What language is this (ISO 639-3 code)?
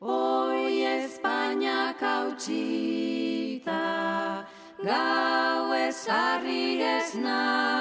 eus